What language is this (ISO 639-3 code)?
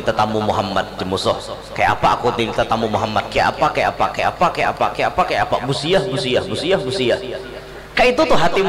bjn